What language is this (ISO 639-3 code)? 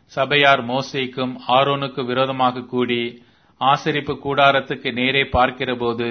tam